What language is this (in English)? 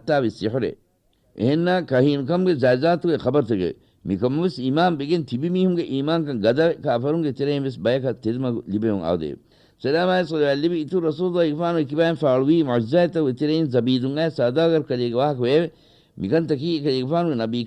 Divehi